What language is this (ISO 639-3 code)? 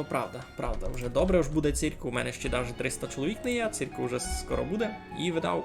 rue